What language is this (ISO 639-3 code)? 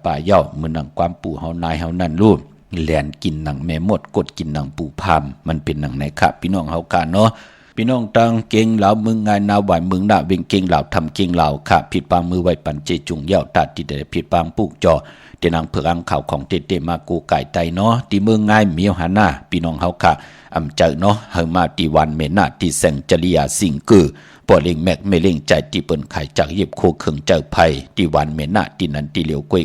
shn